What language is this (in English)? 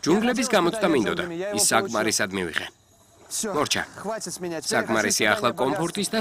Georgian